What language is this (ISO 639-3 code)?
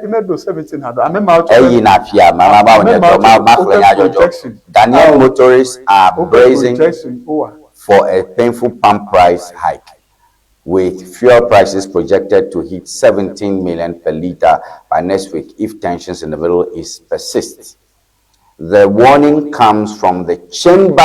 ewe